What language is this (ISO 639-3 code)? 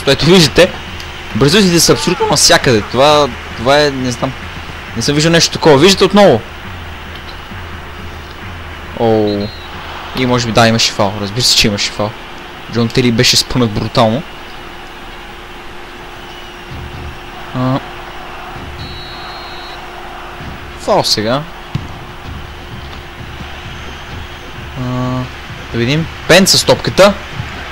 bul